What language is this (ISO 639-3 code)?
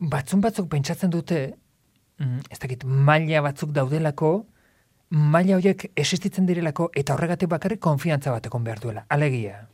eus